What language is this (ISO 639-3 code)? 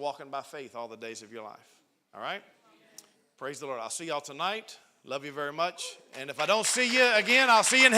eng